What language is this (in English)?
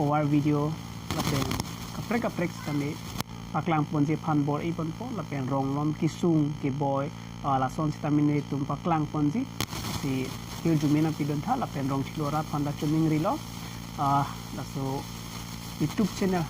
Karbi